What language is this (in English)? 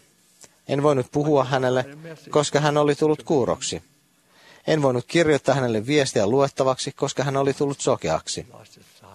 Finnish